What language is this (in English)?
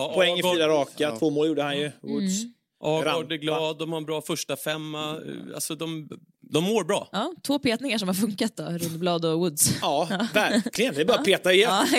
Swedish